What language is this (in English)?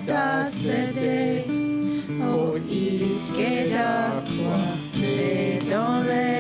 Mohawk